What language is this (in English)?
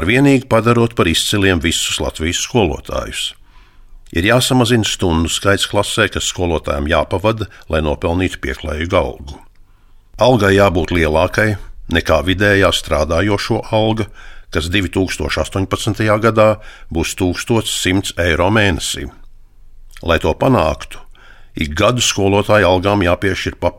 Latvian